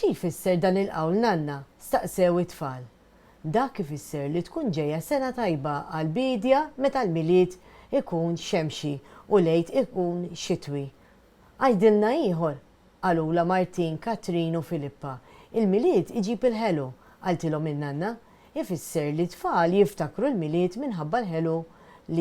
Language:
Maltese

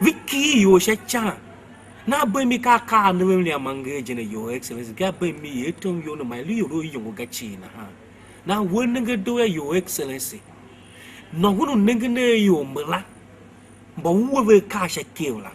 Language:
Tiv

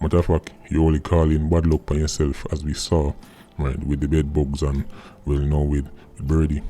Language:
Jamaican Creole English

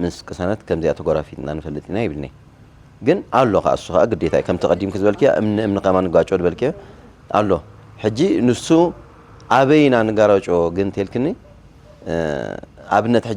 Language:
Tigrinya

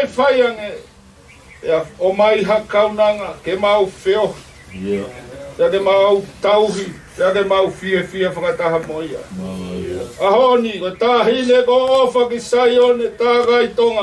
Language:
Tongan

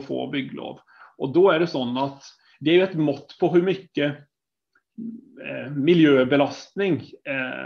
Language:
Swedish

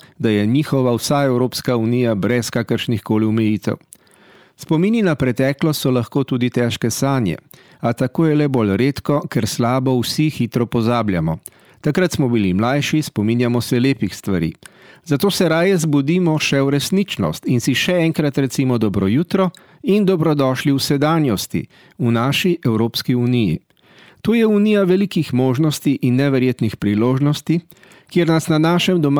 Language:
Slovenian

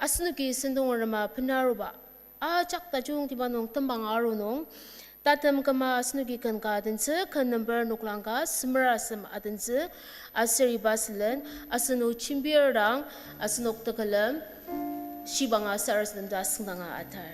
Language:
Ao Naga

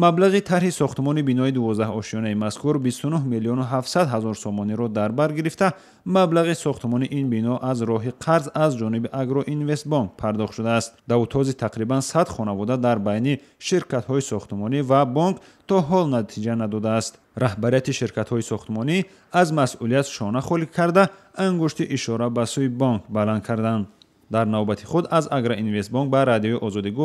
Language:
Tajik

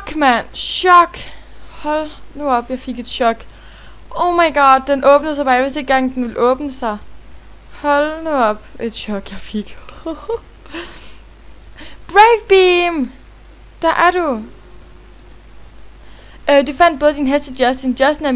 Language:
Danish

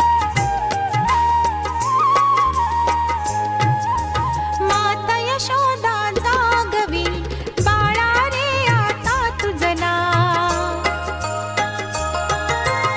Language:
Marathi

